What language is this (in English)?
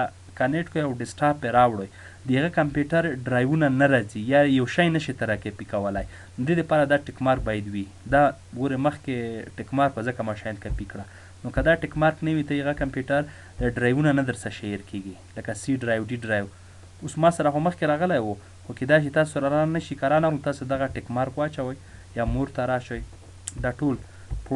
Pashto